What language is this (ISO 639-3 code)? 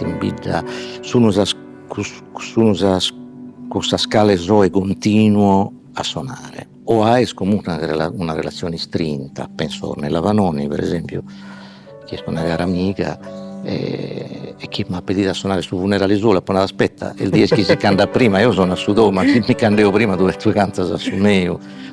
srd